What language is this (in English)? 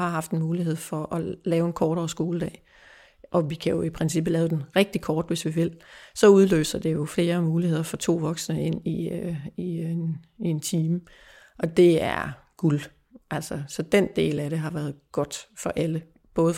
Danish